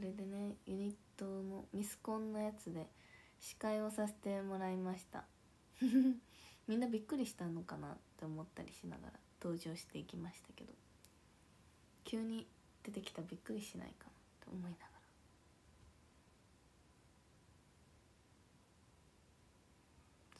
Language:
Japanese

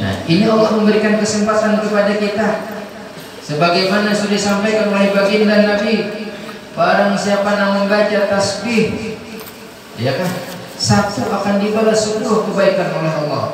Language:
Banjar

